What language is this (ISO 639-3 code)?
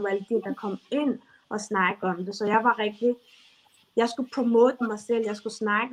dan